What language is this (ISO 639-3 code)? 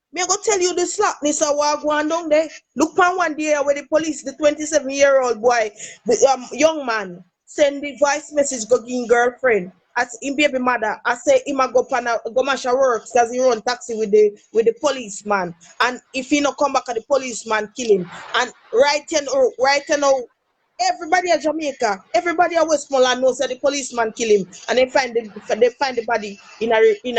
jam